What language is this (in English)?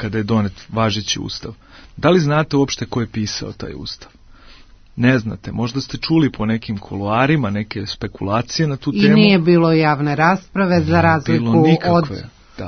Serbian